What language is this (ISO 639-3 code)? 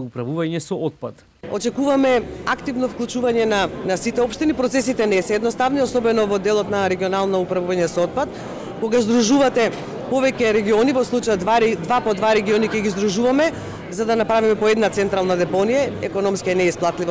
mkd